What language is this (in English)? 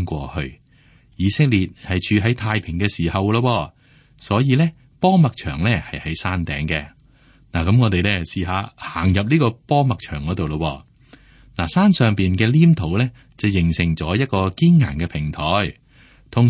Cantonese